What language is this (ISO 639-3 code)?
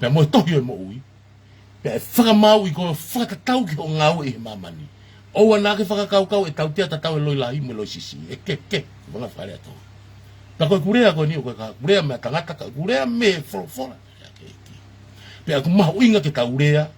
ton